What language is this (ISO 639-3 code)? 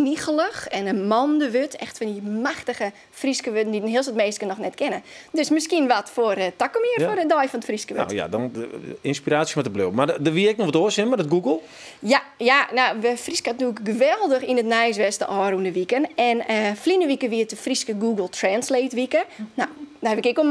fry